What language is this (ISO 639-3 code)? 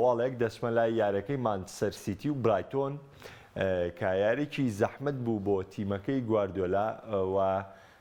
ckb